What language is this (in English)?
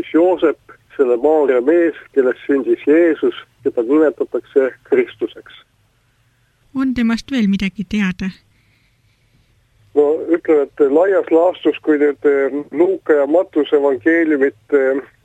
Estonian